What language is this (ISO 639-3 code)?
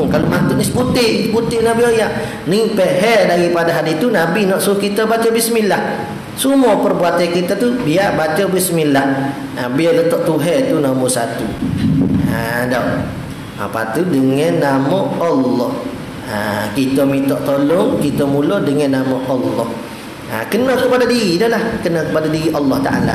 msa